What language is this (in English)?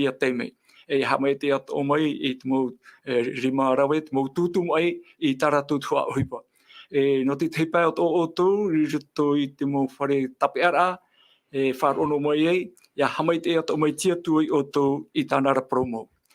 Tahitian